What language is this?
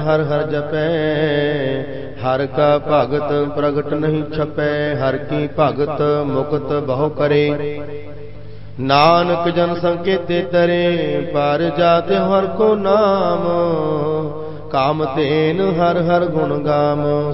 Punjabi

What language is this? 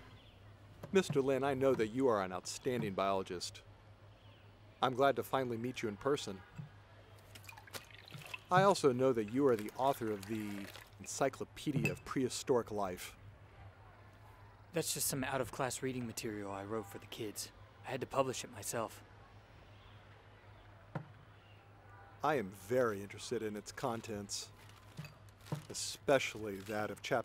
English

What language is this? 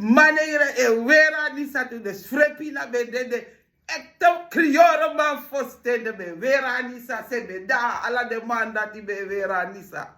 Sranan Tongo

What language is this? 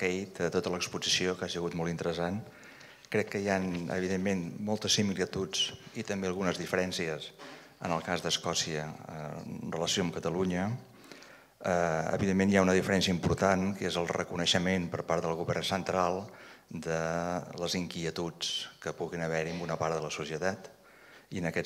Catalan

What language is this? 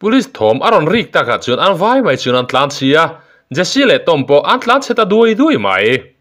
Mizo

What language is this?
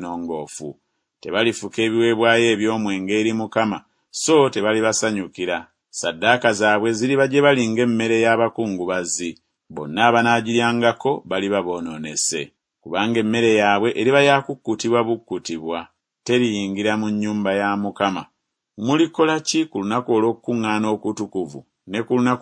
Ganda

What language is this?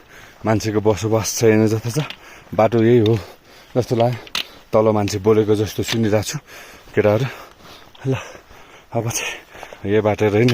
Nepali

